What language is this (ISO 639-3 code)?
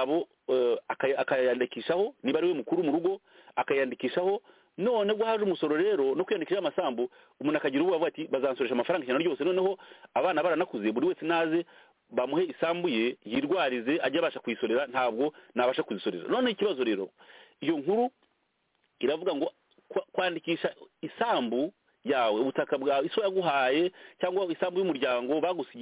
kin